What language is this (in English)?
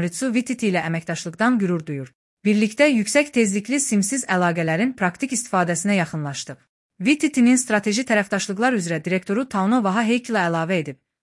Azerbaijani